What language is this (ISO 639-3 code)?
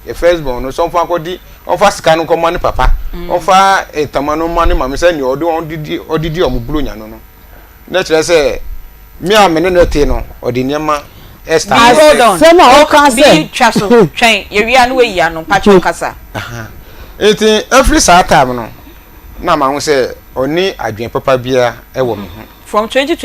aka